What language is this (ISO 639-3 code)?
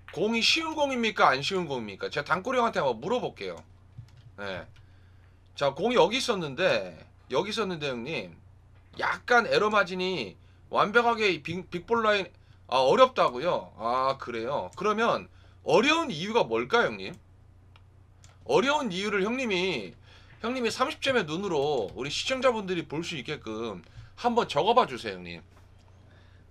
kor